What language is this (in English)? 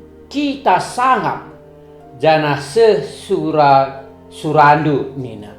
Batak Karo